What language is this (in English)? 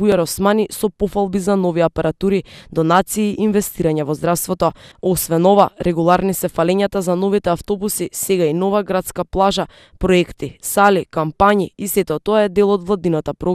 Macedonian